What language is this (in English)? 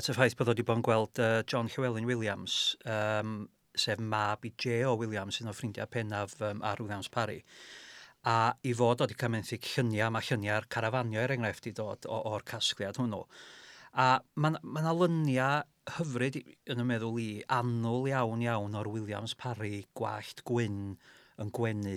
Welsh